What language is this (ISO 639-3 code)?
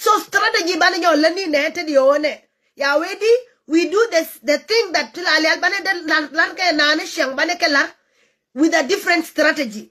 nus